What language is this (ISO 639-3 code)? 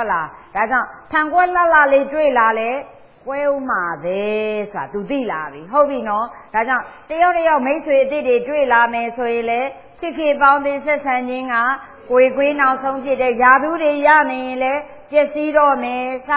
mya